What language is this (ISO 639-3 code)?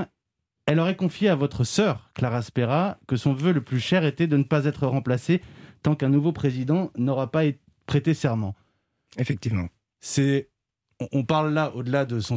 fra